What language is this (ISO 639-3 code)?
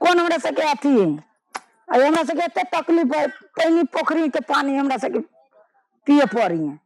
mai